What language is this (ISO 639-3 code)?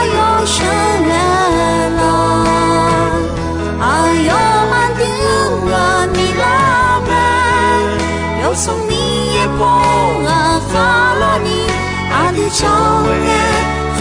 ahk